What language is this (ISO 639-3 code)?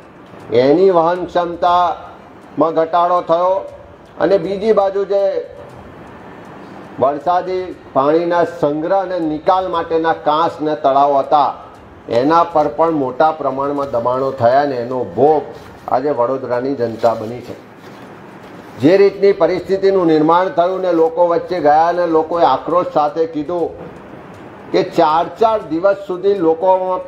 guj